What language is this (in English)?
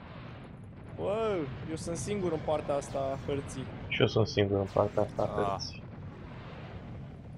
Romanian